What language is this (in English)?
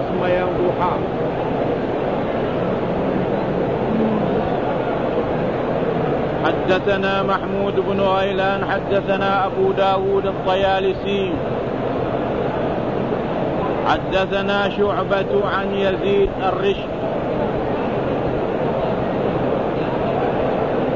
Malay